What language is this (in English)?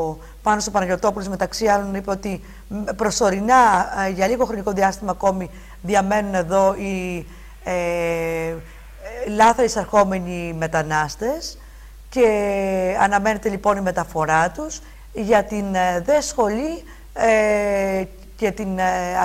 Greek